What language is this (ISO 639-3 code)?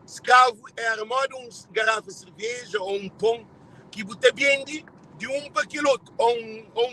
kea